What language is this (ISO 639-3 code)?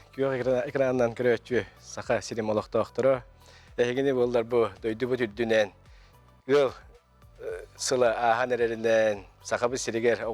sah